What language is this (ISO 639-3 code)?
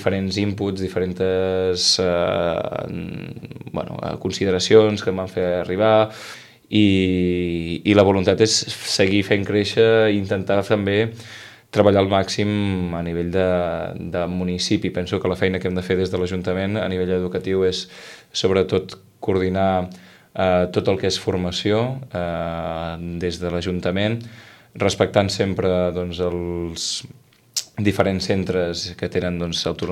cat